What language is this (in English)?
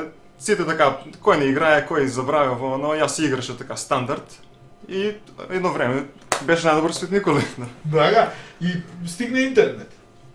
Macedonian